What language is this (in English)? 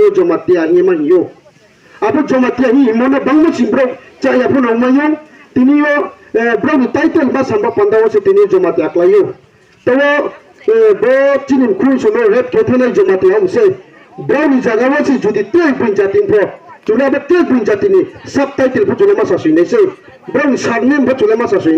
Riang (India)